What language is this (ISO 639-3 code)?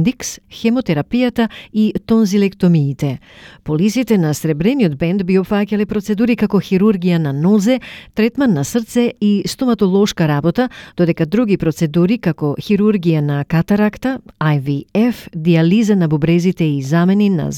mkd